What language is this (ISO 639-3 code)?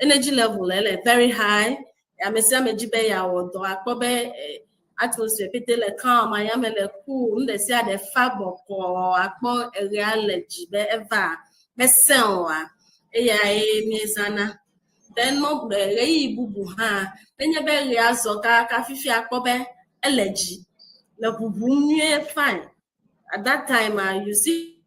ewe